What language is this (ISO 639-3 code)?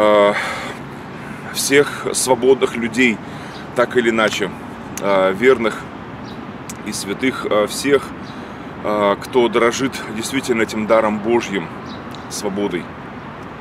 rus